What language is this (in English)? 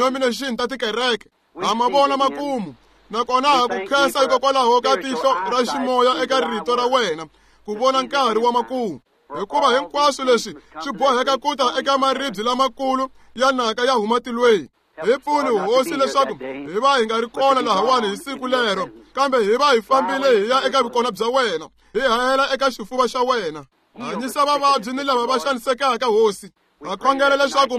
Tsonga